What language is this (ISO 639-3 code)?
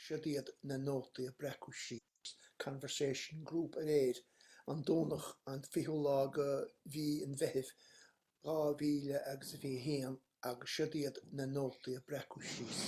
gle